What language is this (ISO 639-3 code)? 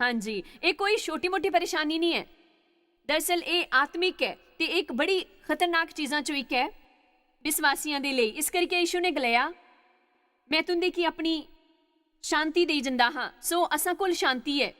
doi